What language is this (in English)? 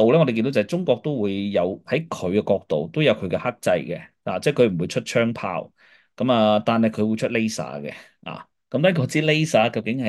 Cantonese